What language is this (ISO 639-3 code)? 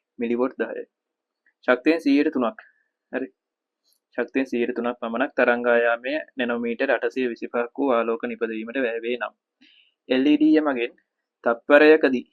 sin